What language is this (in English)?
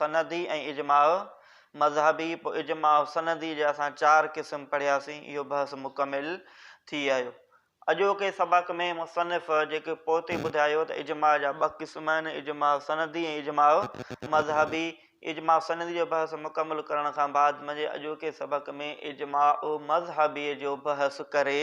Sindhi